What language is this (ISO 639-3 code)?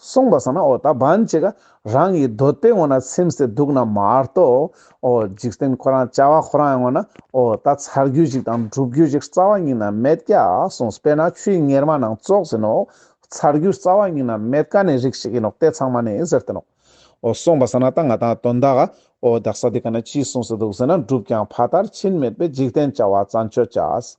lbj